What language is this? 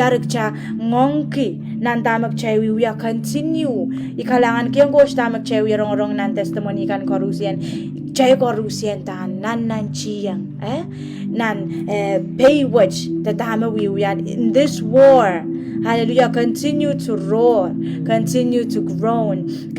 Pohnpeian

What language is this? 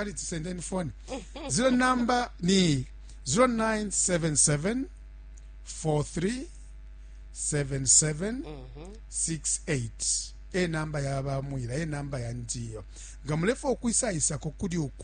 Bemba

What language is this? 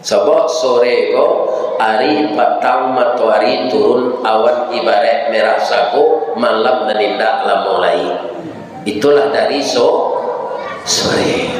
Minangkabau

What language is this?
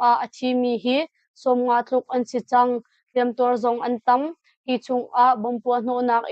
Hakha Chin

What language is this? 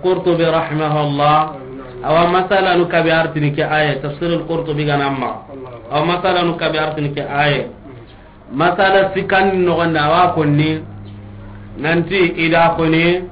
Soninke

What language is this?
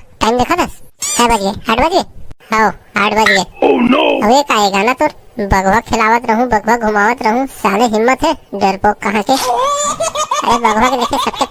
Chhattisgarhi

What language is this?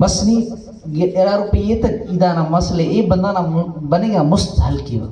Brahui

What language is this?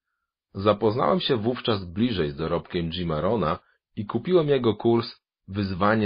Polish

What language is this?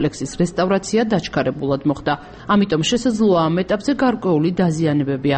Georgian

